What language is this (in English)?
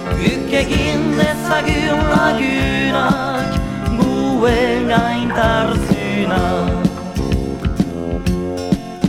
Basque